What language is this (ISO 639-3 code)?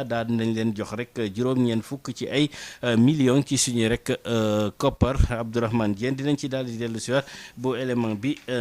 wol